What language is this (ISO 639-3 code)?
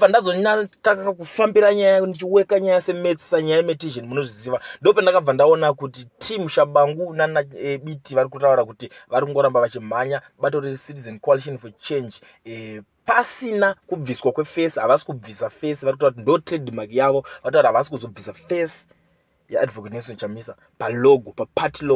sna